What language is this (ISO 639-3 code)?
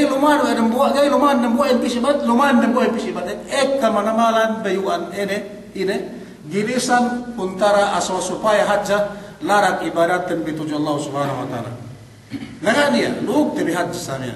yka